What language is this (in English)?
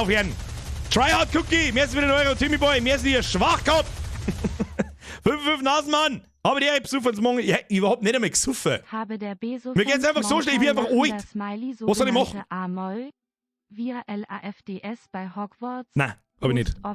Bavarian